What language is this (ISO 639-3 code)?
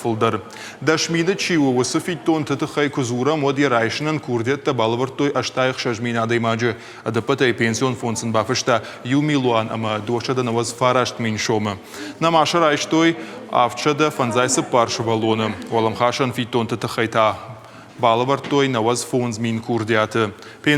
oss